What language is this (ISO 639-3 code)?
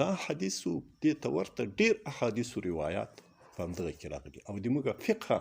pus